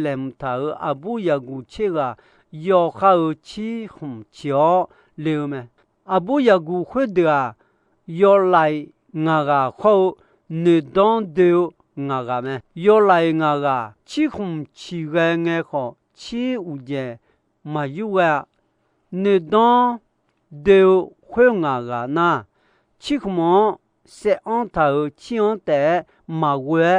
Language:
Akha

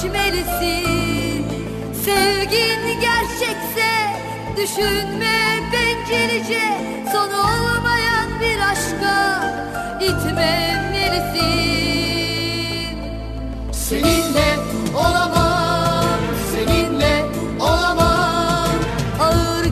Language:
Turkish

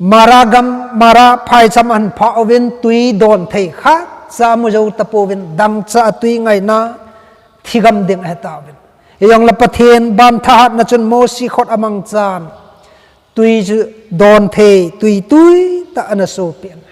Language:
Thado Chin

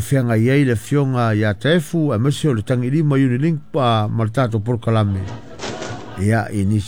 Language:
Samoan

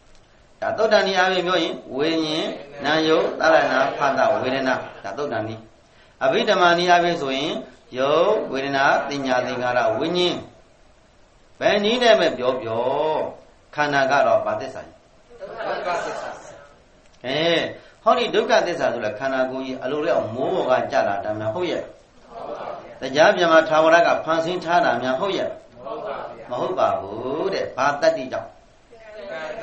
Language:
Burmese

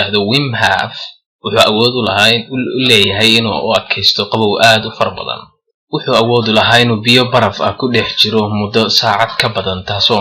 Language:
Somali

